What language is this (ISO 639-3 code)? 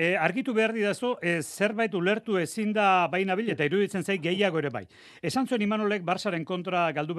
eus